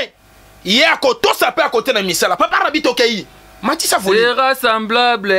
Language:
Lingala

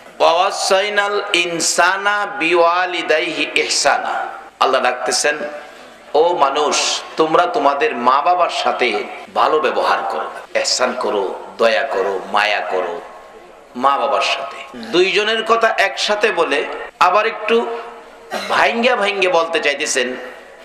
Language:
Bangla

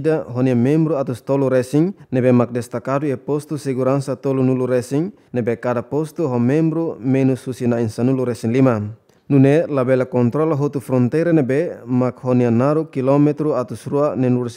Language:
Tetum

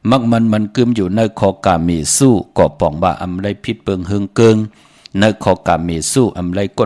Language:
Shan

